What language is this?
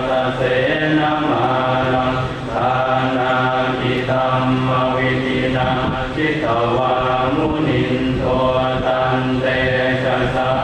Pali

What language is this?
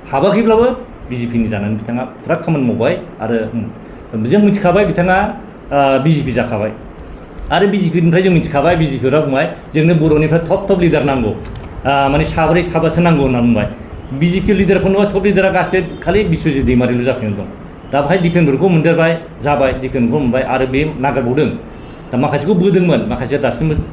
Bodo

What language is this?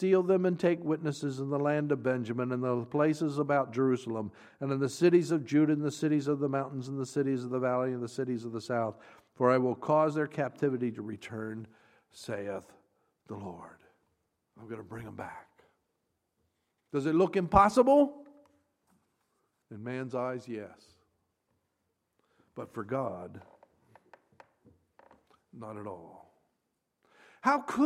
English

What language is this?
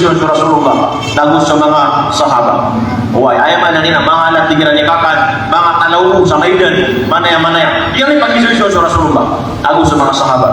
Maranao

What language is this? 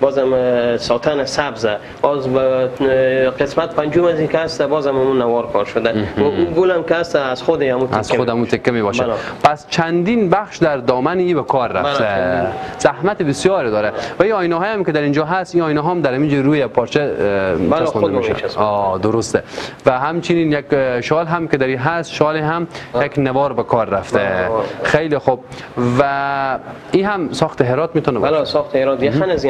Persian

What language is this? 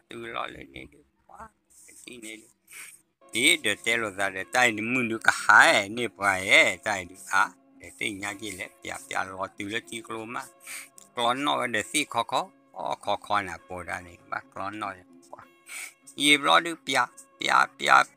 S'gaw Karen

